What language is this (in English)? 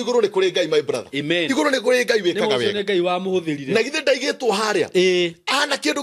Kikuyu